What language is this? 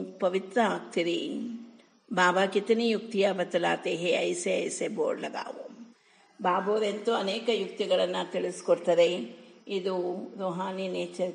Kannada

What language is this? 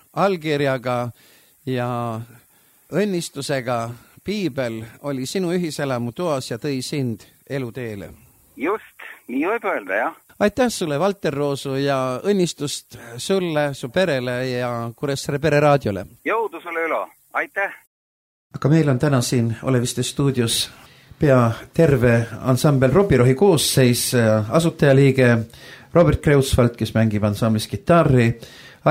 Estonian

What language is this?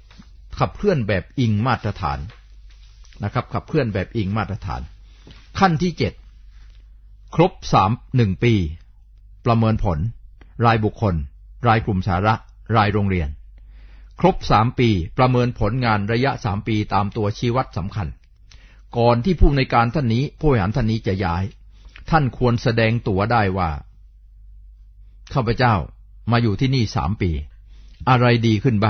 Thai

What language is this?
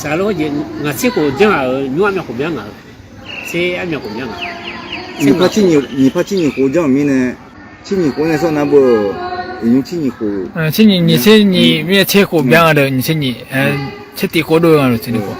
Akha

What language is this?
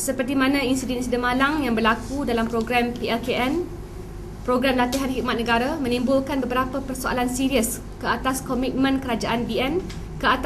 Malay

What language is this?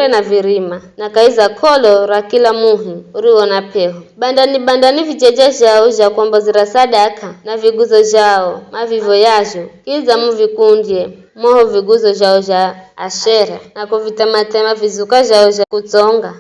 Giryama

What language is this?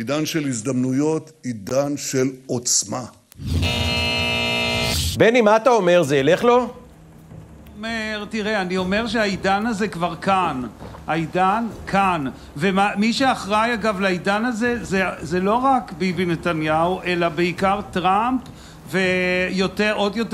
Hebrew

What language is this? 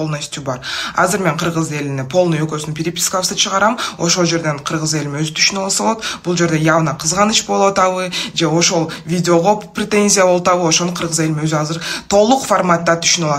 Kyrgyz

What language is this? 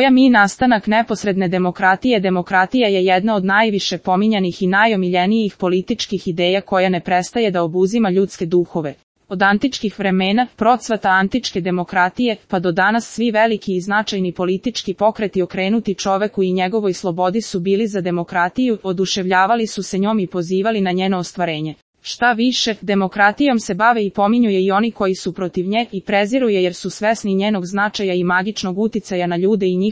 Serbian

